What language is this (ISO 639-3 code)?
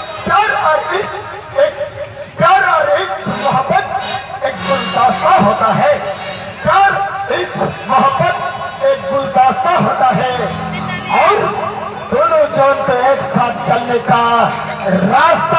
sat